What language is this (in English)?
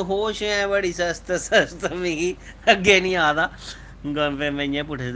Dogri